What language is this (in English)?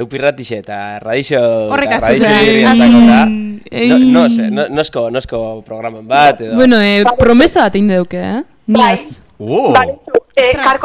Basque